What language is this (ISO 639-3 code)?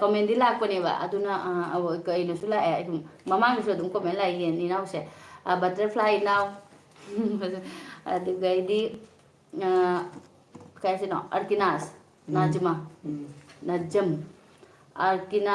mni